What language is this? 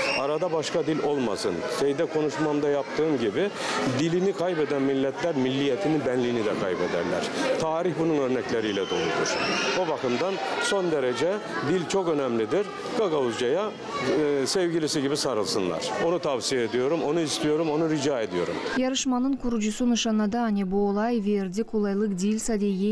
Gagauz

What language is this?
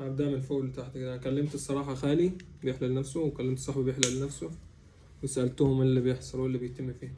Egyptian Arabic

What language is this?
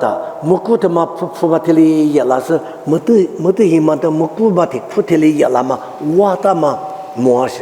Lisu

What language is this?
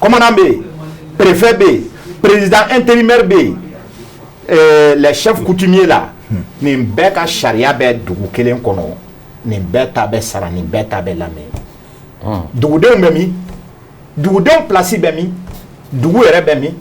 Bambara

